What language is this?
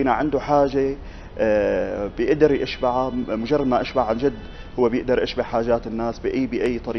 North Levantine Arabic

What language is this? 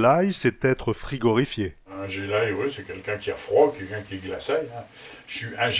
Picard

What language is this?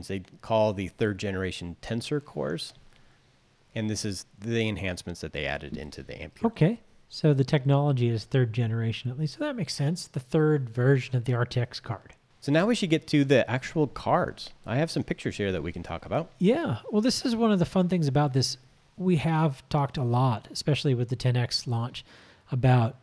English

